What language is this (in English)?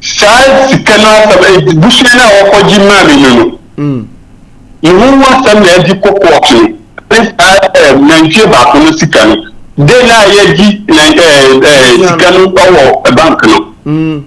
Akan